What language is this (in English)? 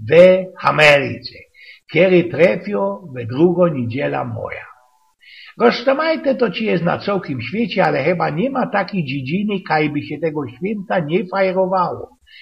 Silesian